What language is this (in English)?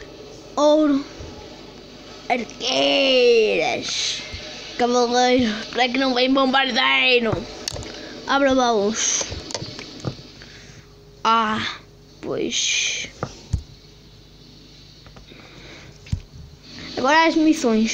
Portuguese